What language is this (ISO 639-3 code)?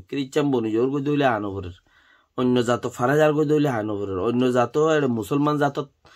rhg